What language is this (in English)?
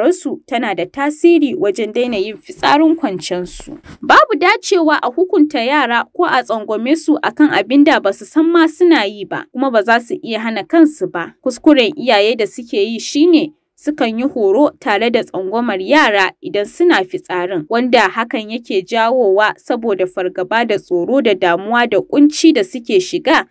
Hausa